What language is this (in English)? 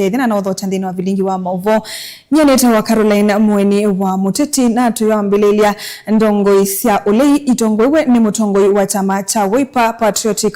Kamba